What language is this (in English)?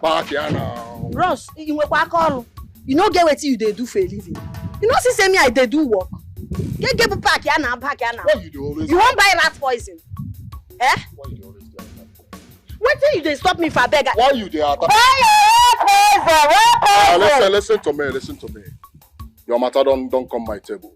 Nigerian Pidgin